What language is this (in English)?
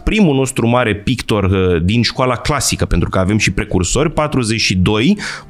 Romanian